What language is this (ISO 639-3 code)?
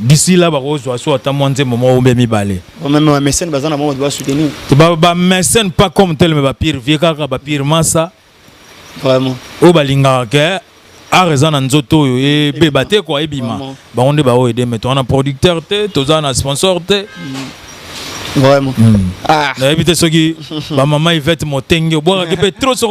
lin